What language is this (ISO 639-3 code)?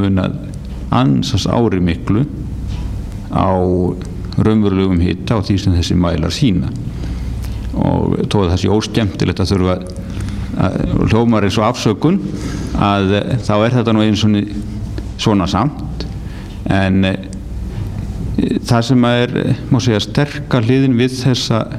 isl